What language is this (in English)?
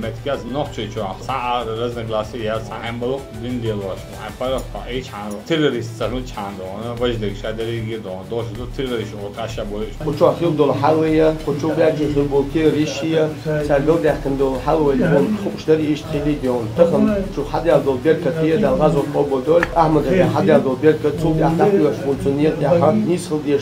Chechen